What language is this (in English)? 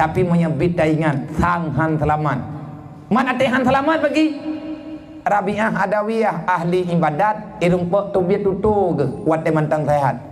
Achinese